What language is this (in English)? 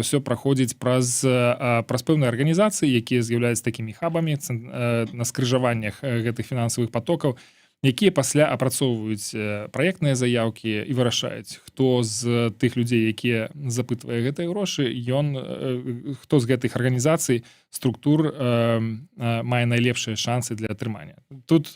Belarusian